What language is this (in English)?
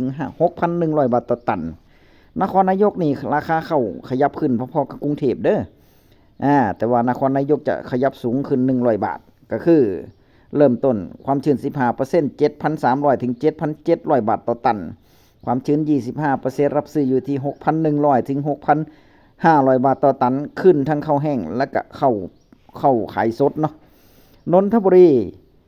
Northeastern Thai